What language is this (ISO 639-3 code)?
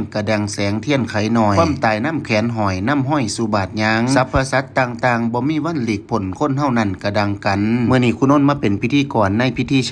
tts